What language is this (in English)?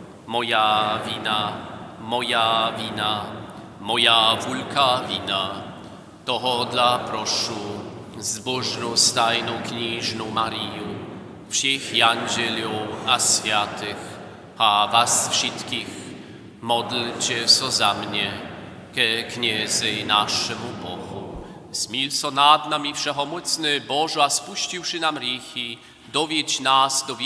Upper Sorbian